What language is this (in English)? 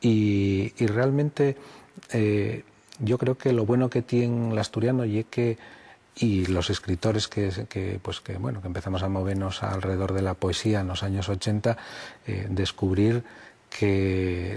Asturian